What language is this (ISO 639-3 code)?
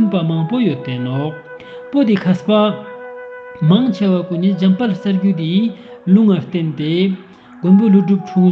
lbj